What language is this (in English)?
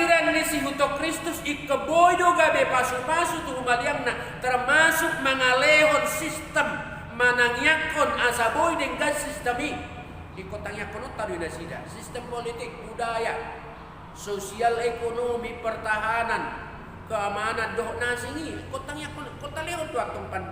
Batak Toba